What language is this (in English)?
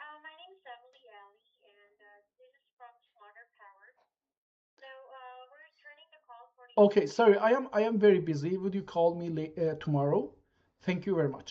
South Azerbaijani